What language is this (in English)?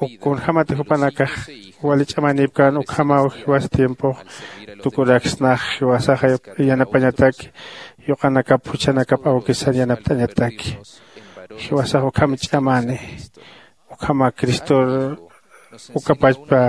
Aymara